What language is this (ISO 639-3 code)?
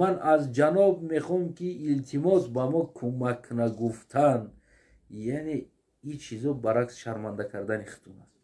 tgk